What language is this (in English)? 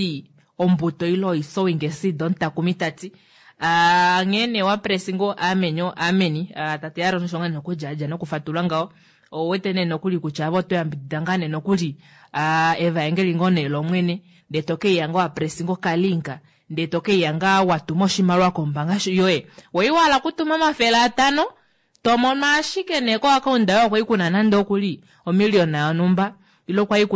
Kuanyama